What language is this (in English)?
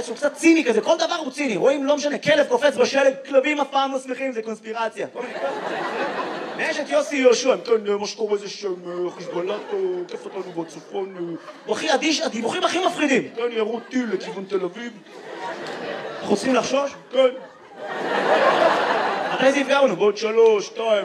Hebrew